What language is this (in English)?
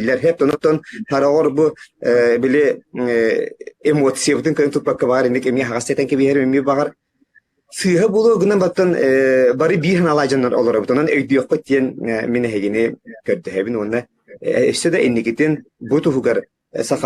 Yakut